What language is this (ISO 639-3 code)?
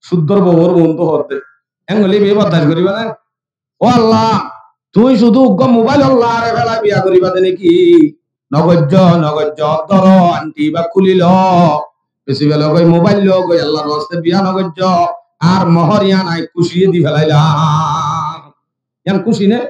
rhg